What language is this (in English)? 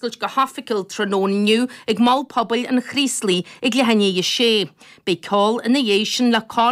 Irish